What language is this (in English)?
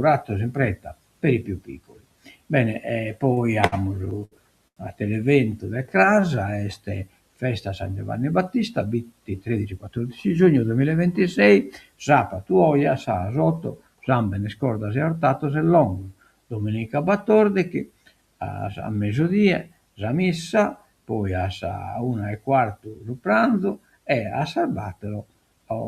Sardinian